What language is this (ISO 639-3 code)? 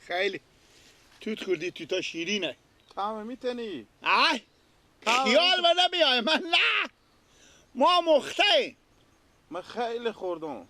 fas